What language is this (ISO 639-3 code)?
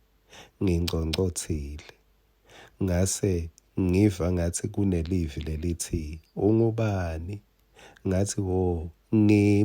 ssw